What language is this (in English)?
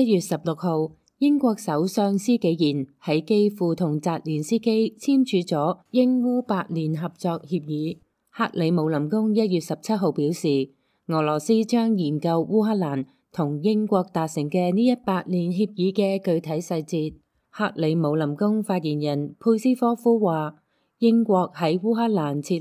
Cantonese